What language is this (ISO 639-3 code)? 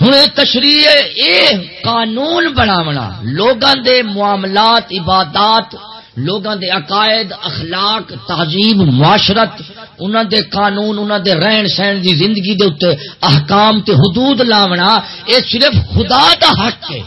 skr